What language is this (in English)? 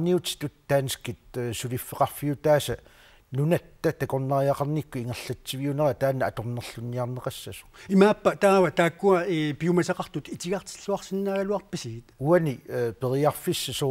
Kalaallisut